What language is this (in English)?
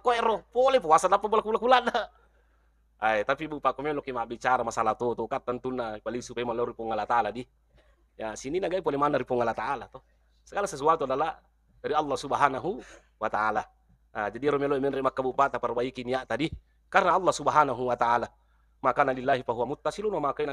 Buginese